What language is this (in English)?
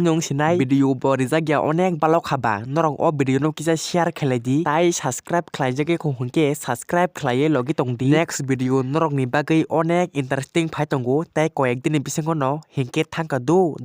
Kok Borok